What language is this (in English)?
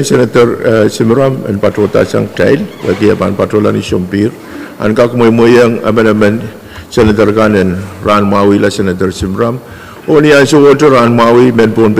Pohnpeian